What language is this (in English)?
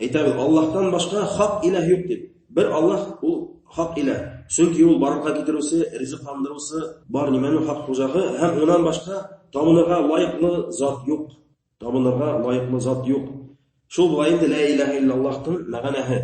Bashkir